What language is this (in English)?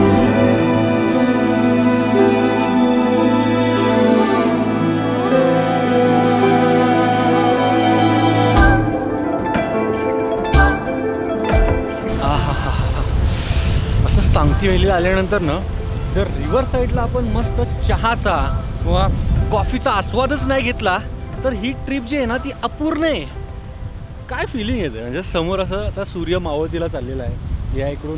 Marathi